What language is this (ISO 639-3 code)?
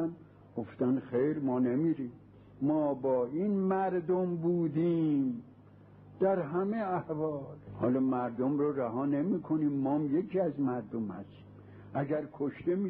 fas